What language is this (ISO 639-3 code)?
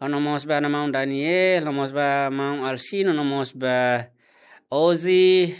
tet